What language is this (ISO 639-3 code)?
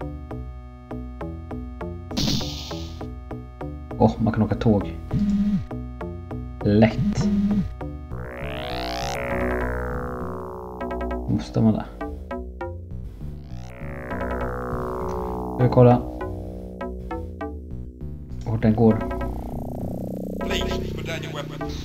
swe